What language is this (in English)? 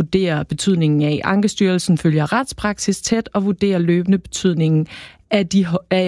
Danish